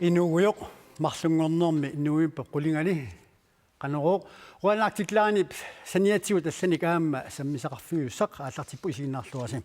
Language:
Kalaallisut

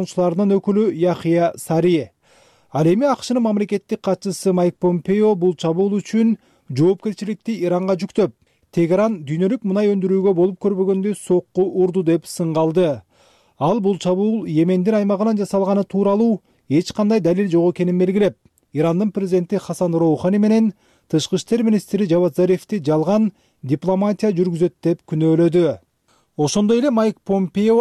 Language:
Kyrgyz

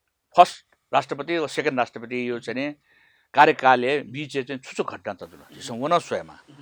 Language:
Newari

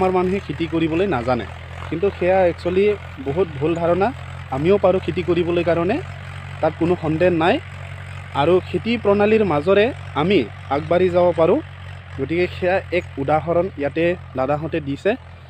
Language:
Assamese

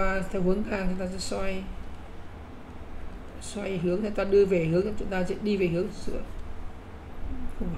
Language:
Vietnamese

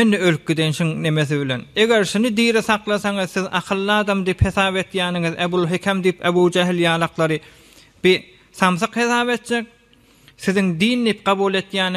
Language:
Turkmen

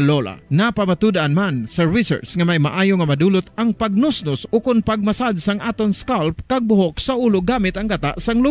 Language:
Hiligaynon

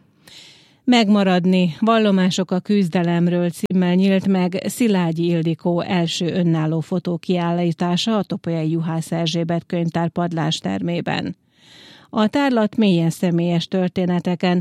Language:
Hungarian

